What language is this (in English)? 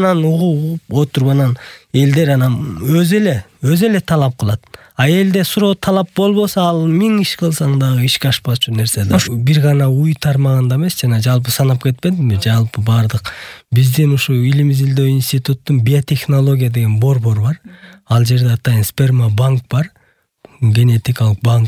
Kyrgyz